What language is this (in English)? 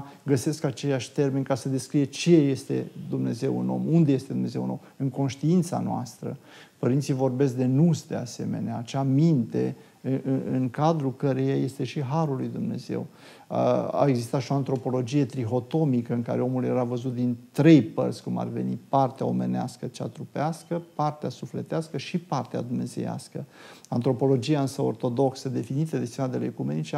Romanian